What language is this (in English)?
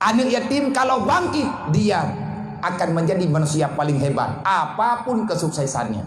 Achinese